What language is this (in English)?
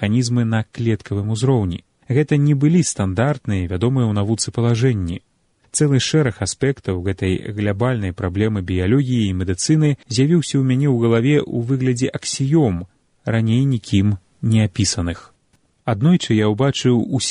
Belarusian